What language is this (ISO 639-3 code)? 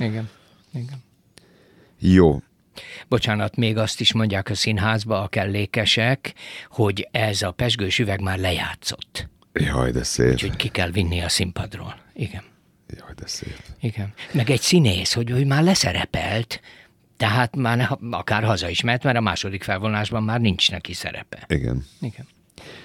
hun